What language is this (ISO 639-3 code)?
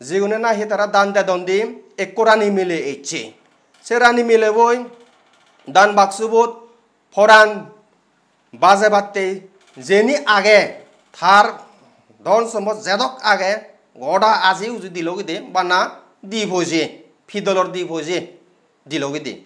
ccp